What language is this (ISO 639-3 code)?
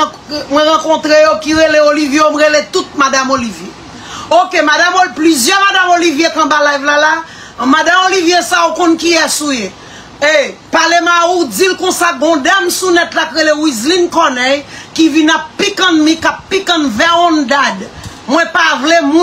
hat